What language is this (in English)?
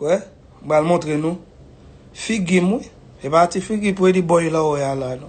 Haitian Creole